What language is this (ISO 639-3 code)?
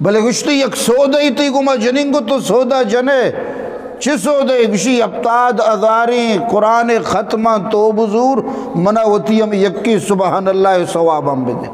bgp